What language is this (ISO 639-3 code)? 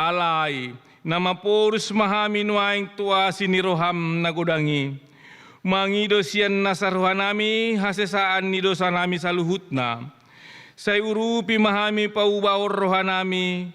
bbc